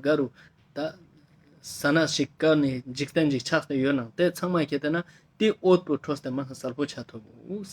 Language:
Ladakhi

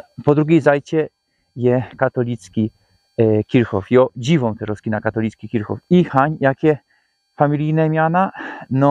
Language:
Silesian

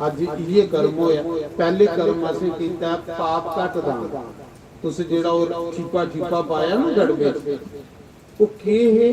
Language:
Dogri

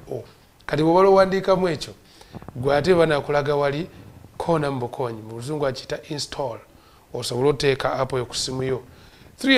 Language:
Ganda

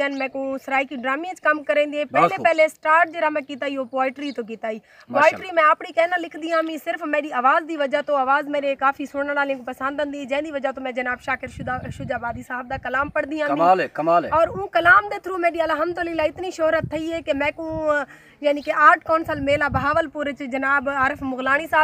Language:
Saraiki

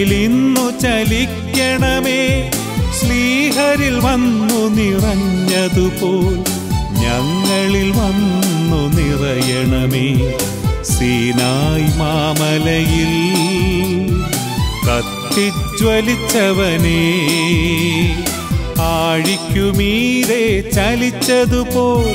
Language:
Malayalam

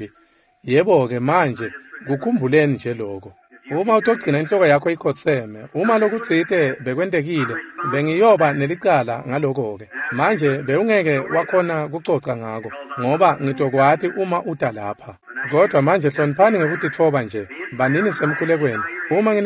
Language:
Swati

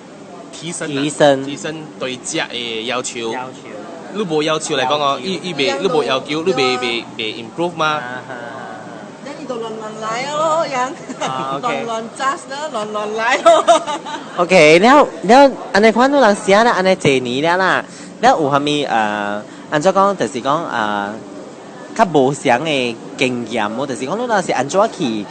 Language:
Min Nan Chinese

